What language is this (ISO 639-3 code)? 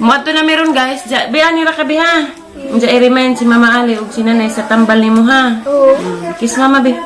ceb